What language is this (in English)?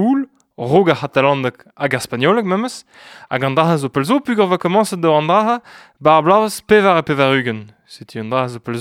Breton